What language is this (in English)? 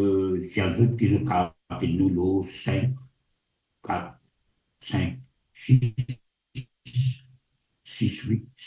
Morisyen